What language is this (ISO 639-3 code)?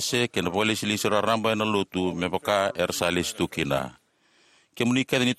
fij